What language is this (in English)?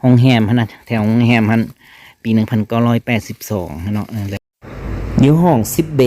Lao